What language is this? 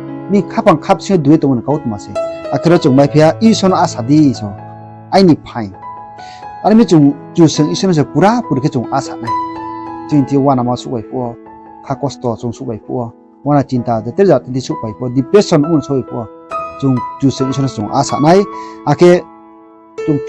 Riang (India)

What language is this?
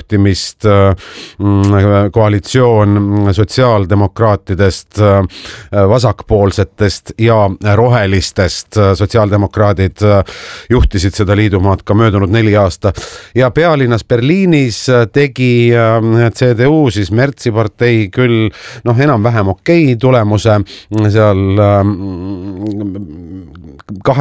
Estonian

